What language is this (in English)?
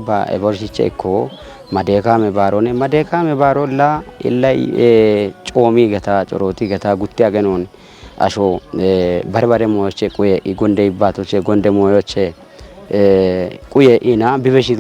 Kafa